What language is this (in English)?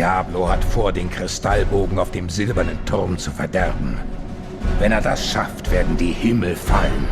Swiss German